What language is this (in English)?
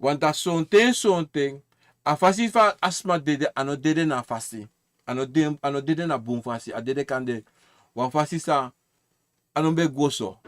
Sranan Tongo